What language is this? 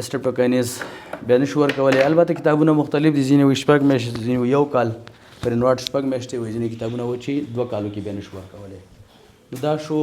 Pashto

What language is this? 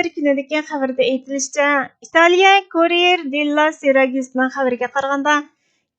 Uyghur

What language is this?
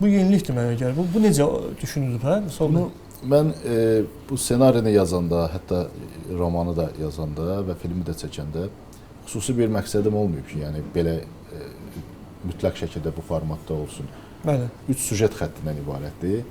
Azerbaijani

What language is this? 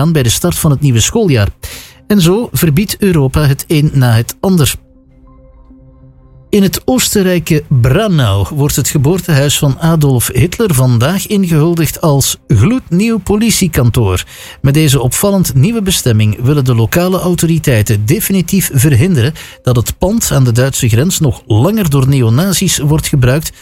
Dutch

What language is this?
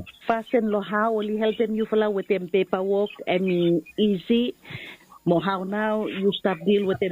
Bislama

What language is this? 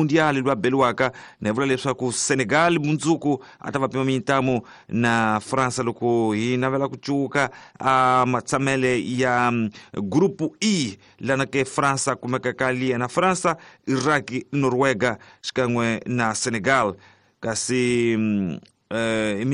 Tsonga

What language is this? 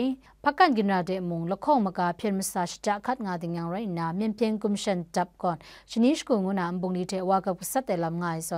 Kachin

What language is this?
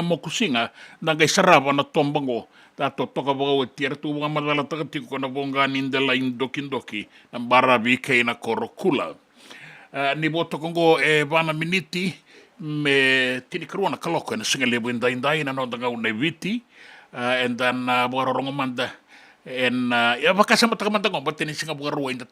Fijian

